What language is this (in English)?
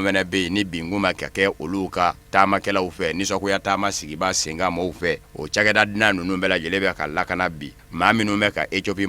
Bambara